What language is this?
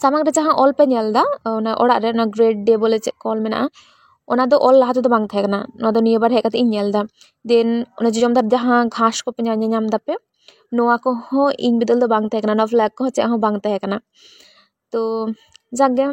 Santali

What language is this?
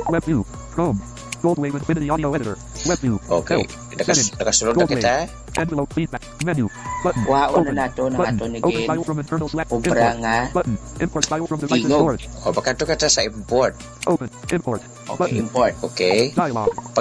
Hiligaynon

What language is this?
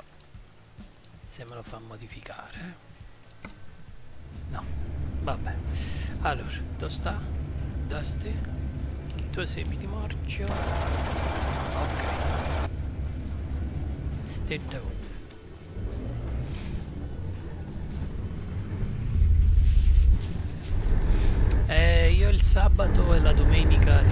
Italian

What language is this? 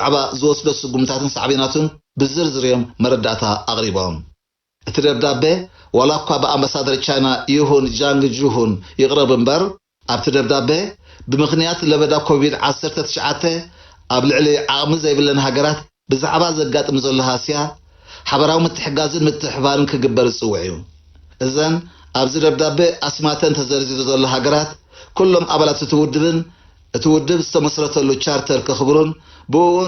Tigrinya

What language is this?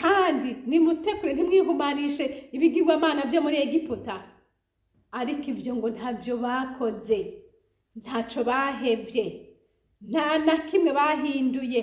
Rundi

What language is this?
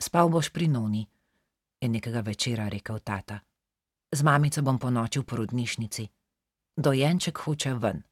Slovenian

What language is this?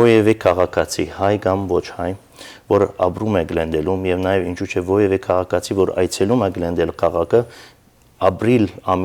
Western Armenian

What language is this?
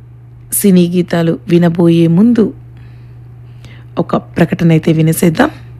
Telugu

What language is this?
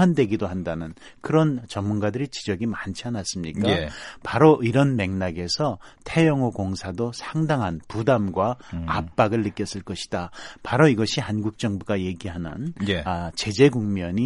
Korean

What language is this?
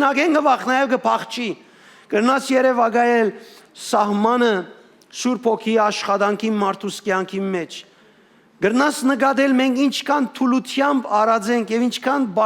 Western Armenian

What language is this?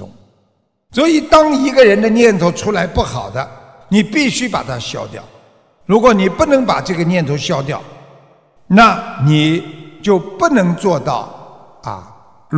Chinese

